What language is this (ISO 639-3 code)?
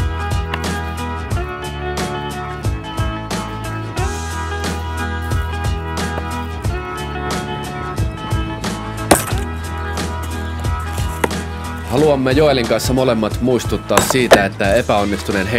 fin